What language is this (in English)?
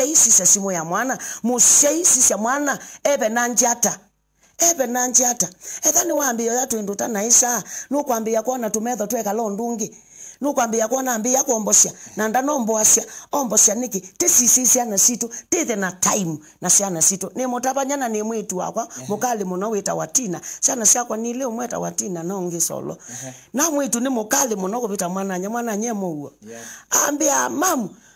Kamba